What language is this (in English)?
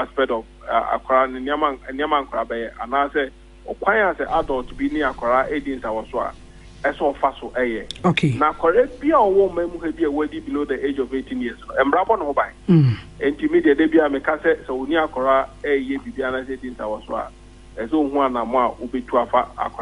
Akan